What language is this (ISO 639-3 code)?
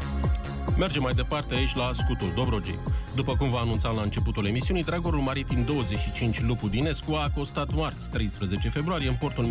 ron